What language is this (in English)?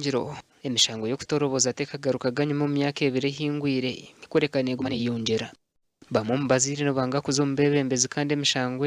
Nyankole